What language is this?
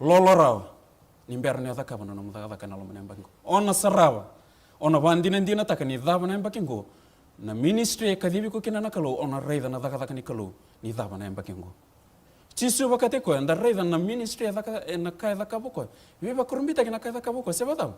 Fijian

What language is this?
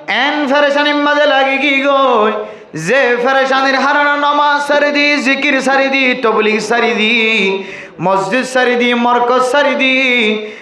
Rohingya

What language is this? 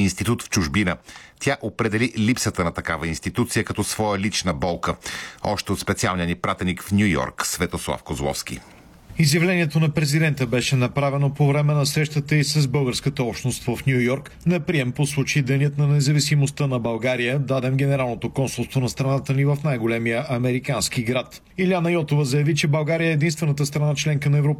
Bulgarian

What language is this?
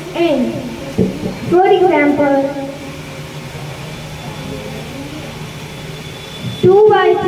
English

